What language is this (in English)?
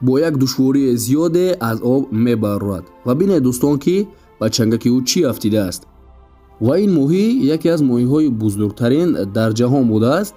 Tajik